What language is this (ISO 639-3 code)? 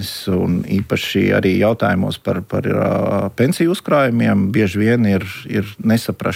lav